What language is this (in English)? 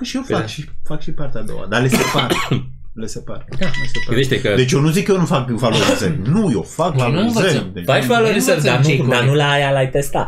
Romanian